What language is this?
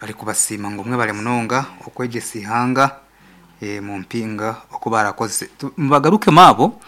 Nyankole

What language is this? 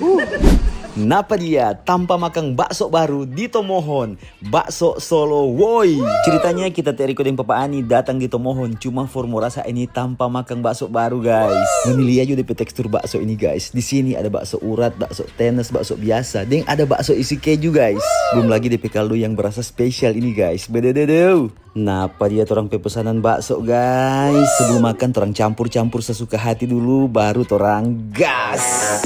Manado Malay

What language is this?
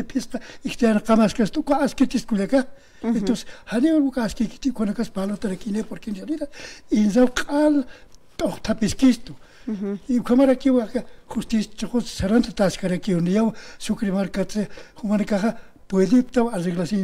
Aymara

